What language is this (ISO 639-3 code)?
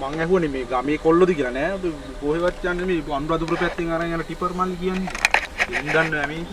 sin